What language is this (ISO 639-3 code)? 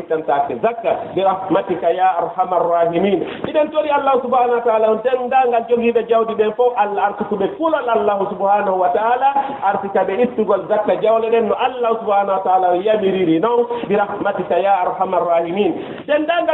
ful